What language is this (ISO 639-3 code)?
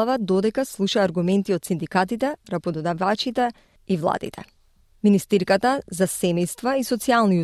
mkd